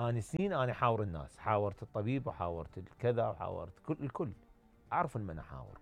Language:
Mesopotamian Arabic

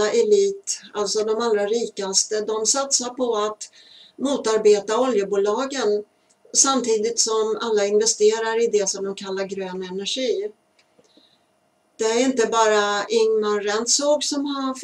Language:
Swedish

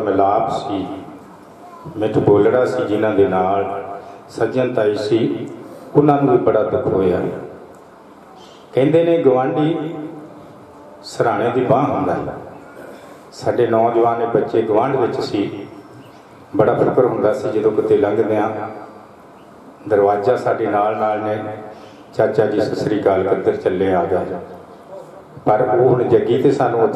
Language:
Punjabi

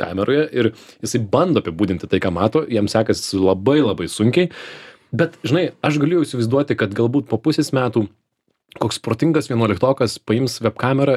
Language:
Lithuanian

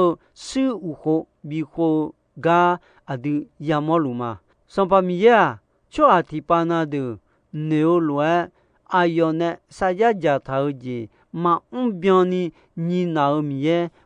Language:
Akha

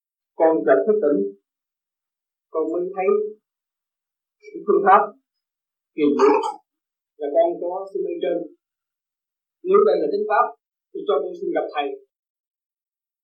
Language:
Vietnamese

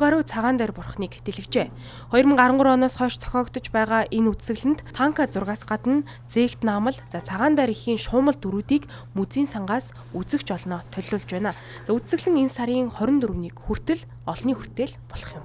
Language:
Mongolian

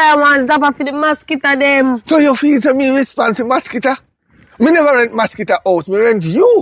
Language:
Jamaican Creole English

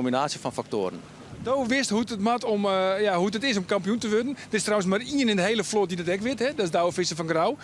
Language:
Western Frisian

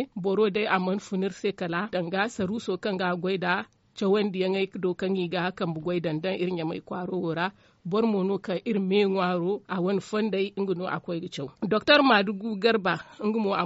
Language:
Zarma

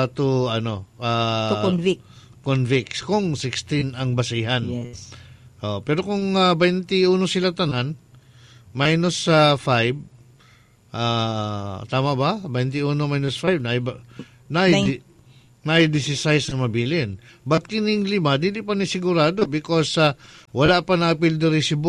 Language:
Cebuano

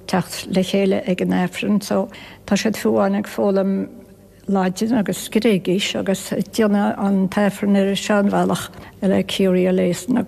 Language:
Irish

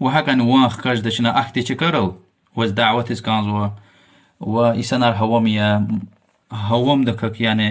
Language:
Lezghian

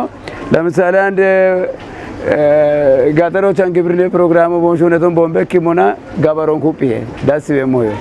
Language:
Kafa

